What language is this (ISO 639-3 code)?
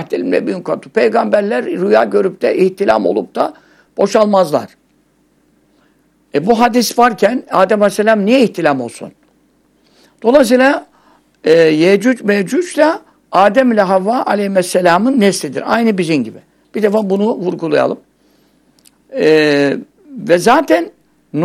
tur